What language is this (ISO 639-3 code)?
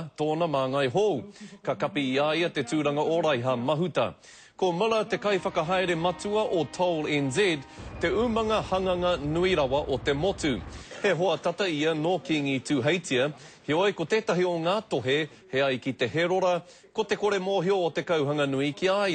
mri